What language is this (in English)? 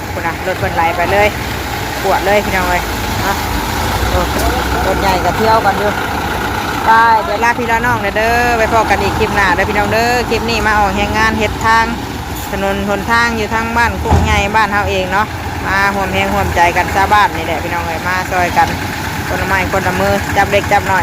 Northeastern Thai